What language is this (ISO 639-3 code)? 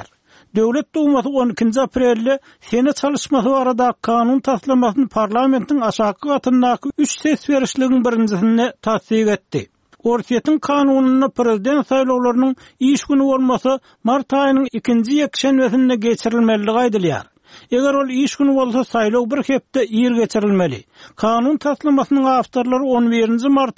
kir